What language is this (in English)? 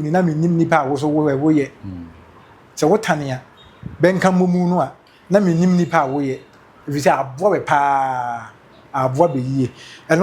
Akan